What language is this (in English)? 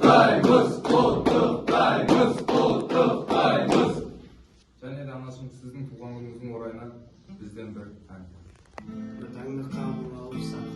Kazakh